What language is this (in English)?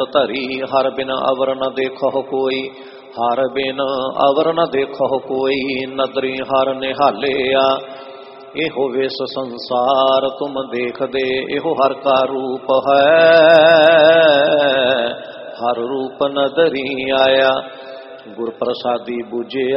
Punjabi